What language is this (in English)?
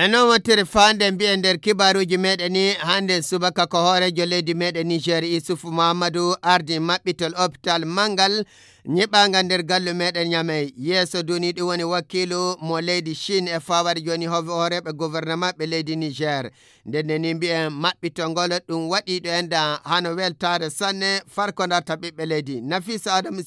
Fula